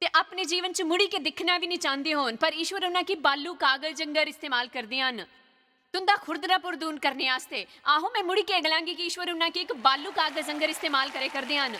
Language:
Dogri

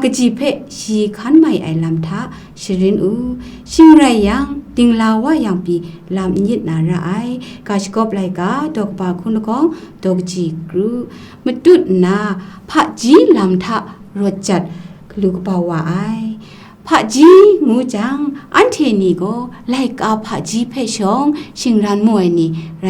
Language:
Kachin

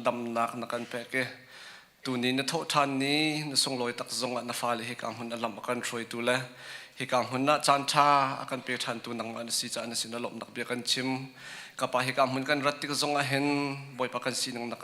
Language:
Hakha Chin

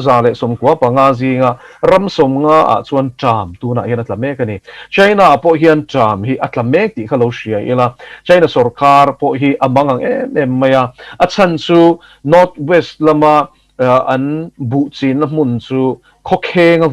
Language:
Mizo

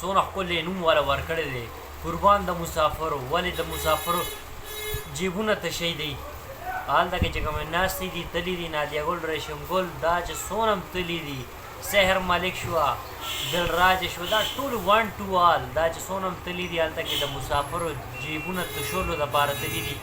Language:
Pashto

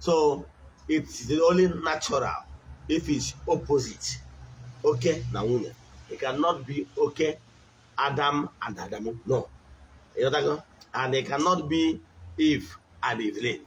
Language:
Igbo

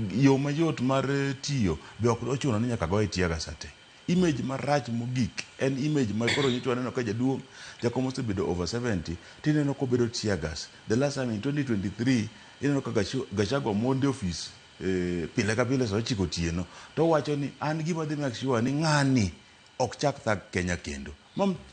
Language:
Luo (Kenya and Tanzania)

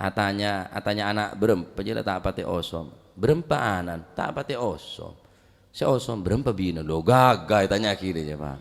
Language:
Madurese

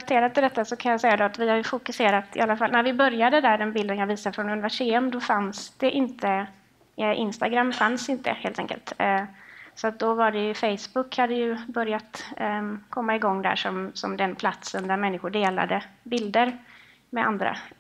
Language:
Swedish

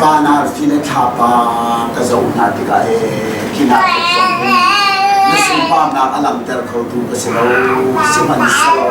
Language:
Hakha Chin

